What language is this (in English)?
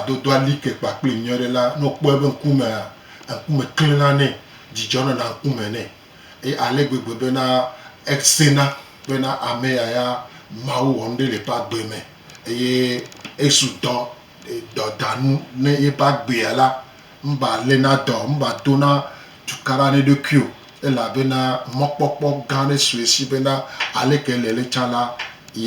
Gen